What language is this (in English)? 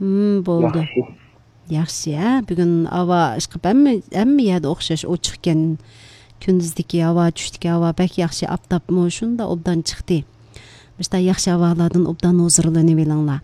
Uyghur